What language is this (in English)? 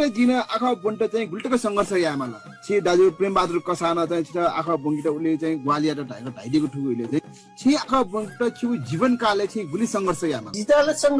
Newari